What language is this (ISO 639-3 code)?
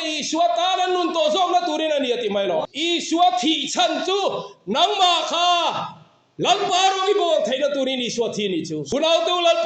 lus